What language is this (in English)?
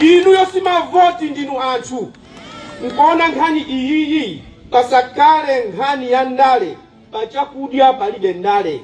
Nyanja